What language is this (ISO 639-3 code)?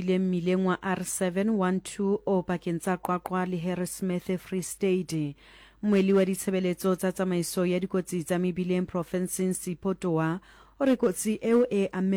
sot